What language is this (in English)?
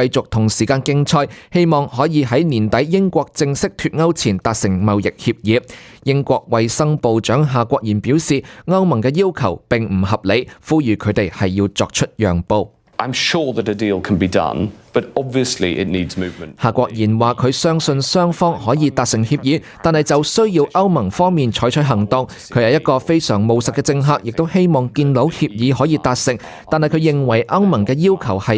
Cantonese